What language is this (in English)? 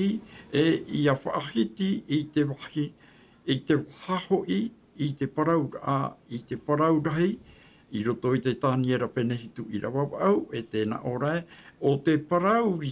Tahitian